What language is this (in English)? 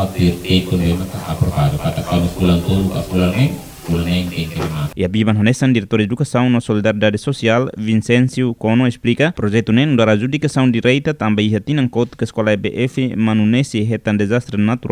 Tetum